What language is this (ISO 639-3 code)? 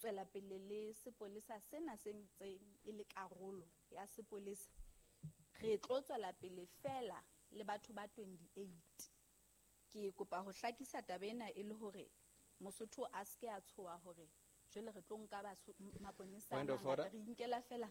sot